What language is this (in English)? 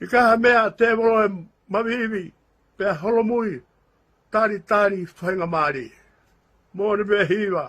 Tongan